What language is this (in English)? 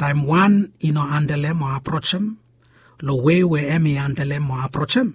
Bislama